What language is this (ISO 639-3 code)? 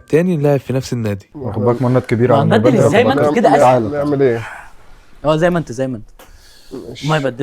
arz